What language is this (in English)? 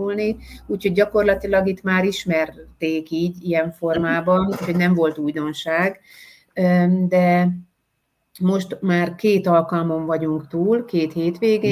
Hungarian